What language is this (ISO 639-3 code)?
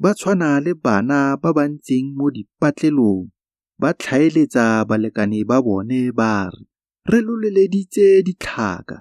tsn